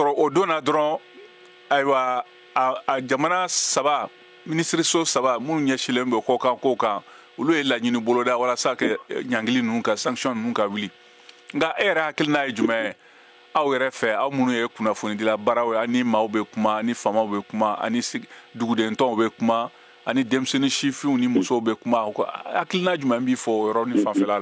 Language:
Bambara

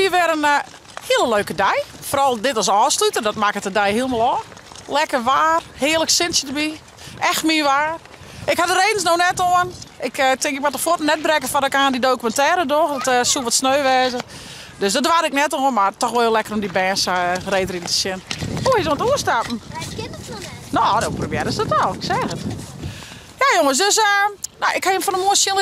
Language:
Western Frisian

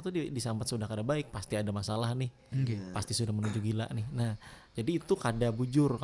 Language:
Banjar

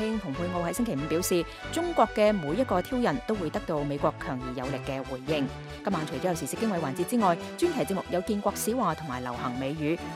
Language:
Cantonese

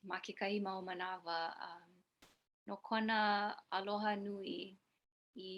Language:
Hawaiian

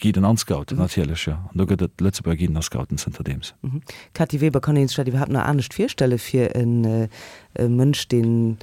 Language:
Luxembourgish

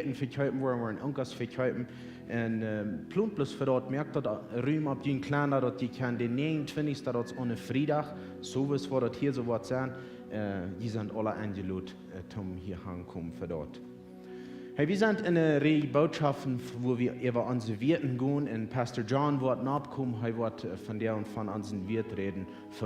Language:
Plautdietsch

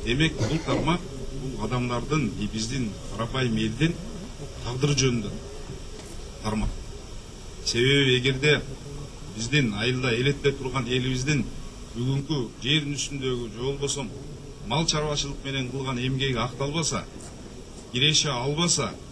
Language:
Kyrgyz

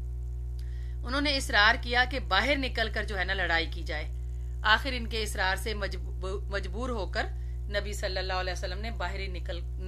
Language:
Urdu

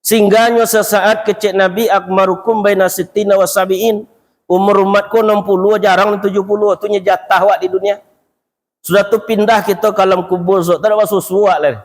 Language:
Minangkabau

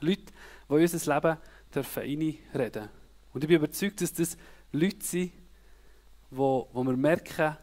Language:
Swiss German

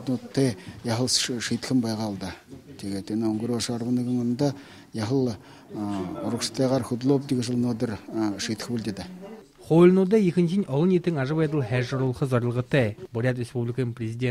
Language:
Buriat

